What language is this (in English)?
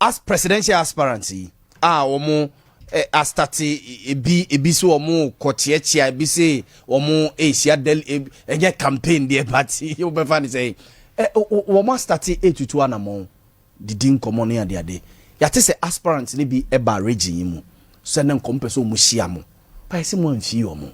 Akan